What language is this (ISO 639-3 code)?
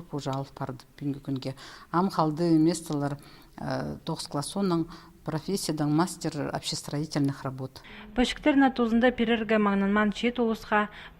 kjh